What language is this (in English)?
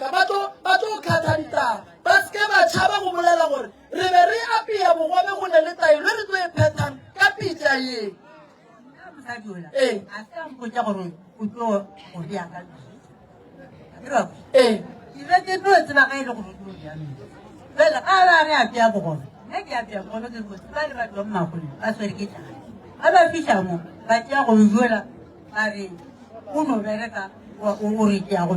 Northern Sotho